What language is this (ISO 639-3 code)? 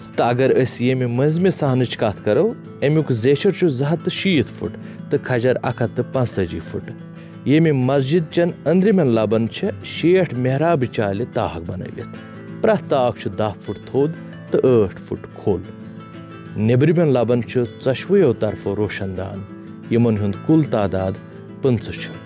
kas